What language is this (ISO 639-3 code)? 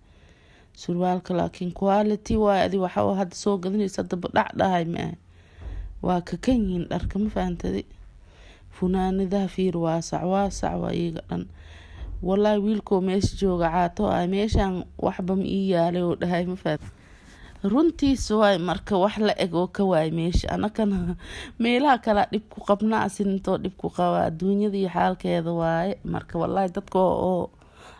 som